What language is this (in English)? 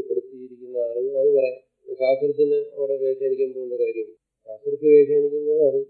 Malayalam